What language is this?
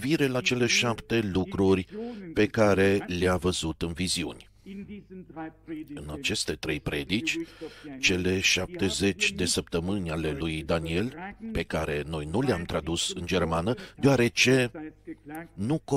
Romanian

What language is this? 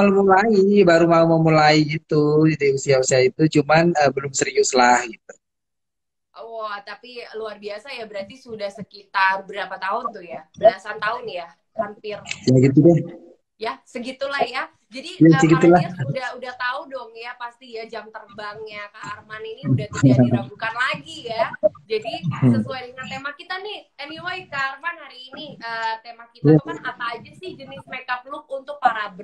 Indonesian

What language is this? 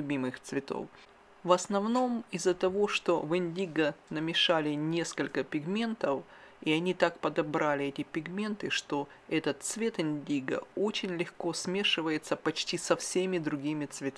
Russian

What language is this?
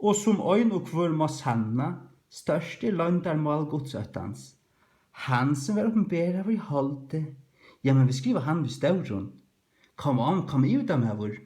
Faroese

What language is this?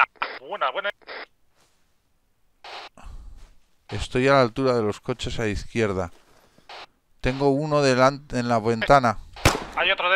Spanish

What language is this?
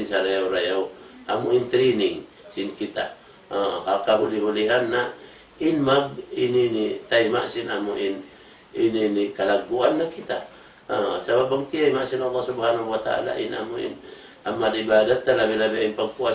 Tausug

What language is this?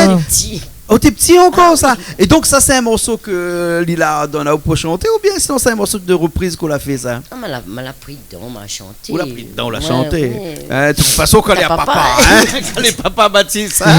Réunion Creole French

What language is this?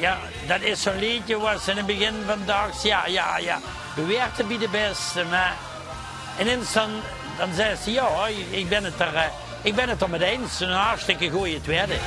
Limburgish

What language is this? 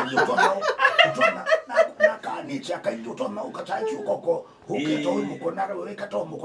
Kamba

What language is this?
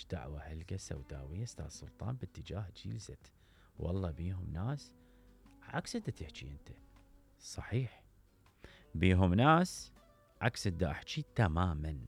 Mesopotamian Arabic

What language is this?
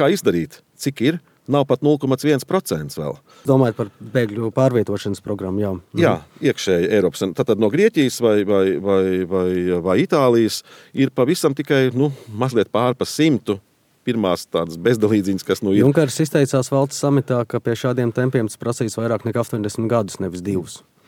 Latvian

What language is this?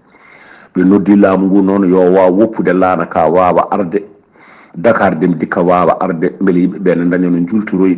Fula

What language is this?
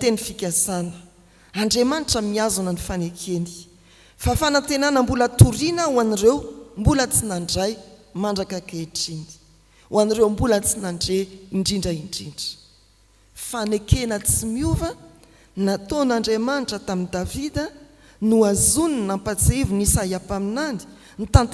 Malagasy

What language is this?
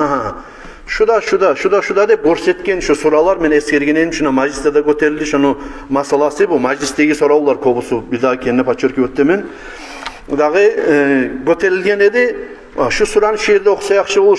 Kumyk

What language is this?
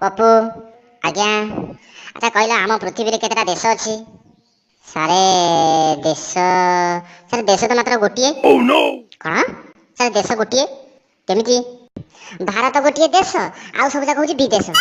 Odia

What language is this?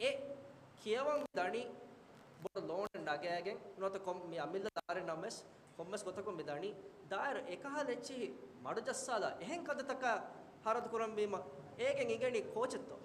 Divehi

